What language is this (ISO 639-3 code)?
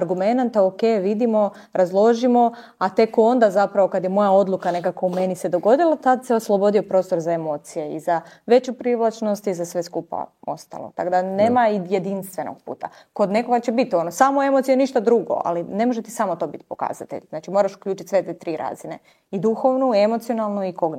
hrv